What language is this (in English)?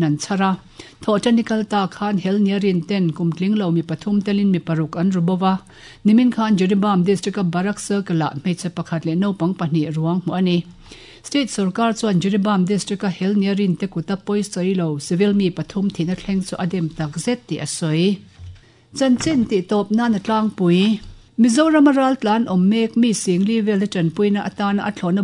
Mizo